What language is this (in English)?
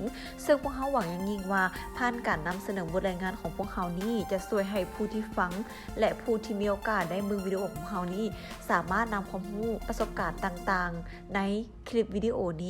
Lao